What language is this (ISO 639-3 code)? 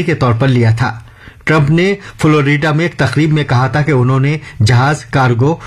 urd